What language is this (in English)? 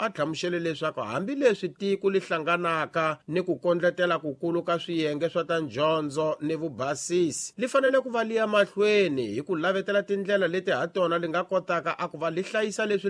Tsonga